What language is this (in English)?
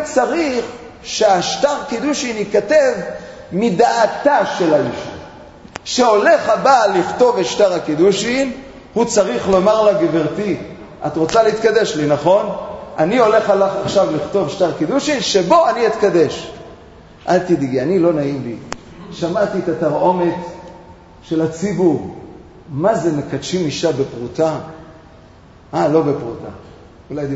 Hebrew